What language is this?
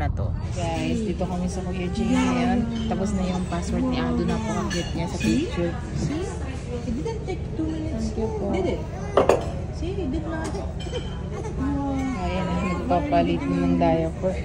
Filipino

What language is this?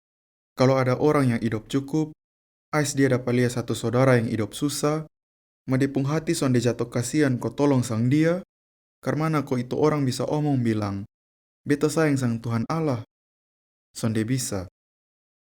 Kupang Malay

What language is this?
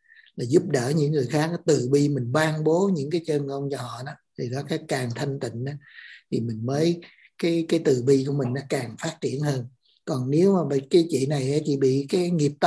Vietnamese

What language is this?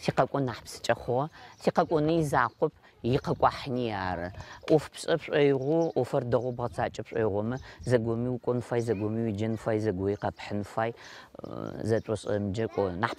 Adyghe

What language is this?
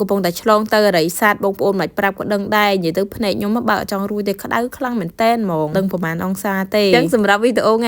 Khmer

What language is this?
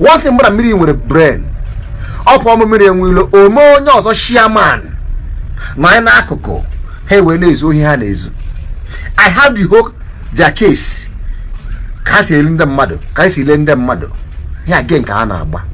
Igbo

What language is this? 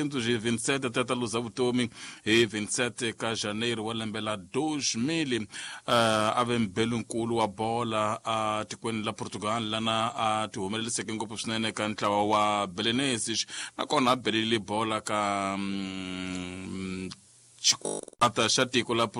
Tsonga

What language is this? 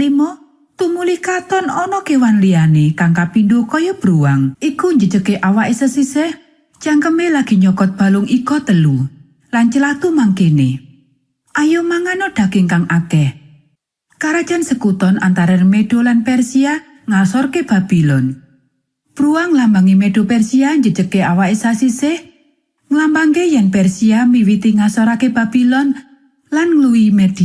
Javanese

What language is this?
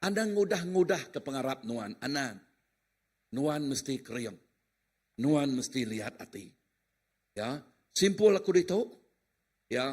Iban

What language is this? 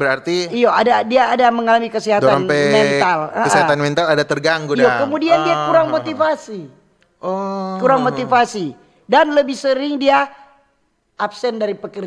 Manado Malay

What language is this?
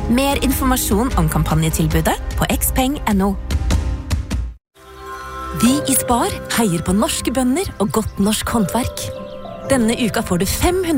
Norwegian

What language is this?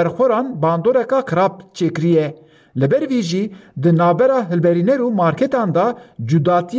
Kurdish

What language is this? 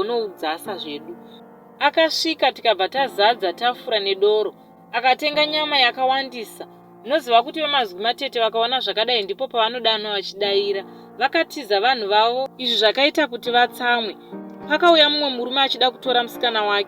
Shona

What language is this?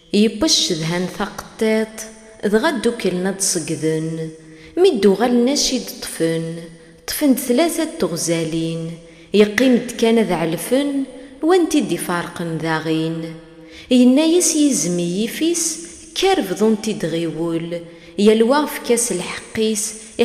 Kabyle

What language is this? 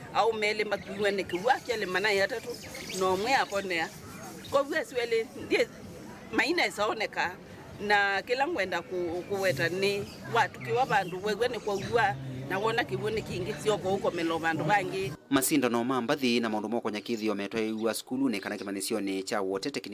Kamba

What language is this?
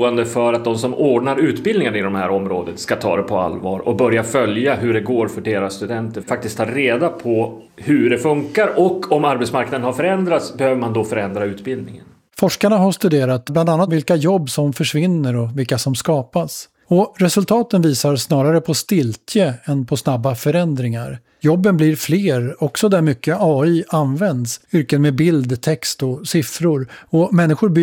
Swedish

